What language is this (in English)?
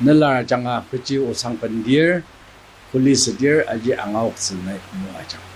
Ao Naga